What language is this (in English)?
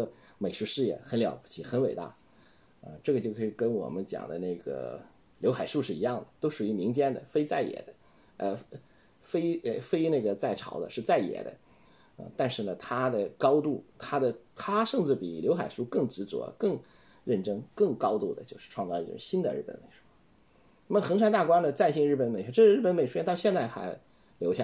Chinese